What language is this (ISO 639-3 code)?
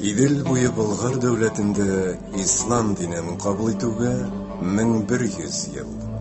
tat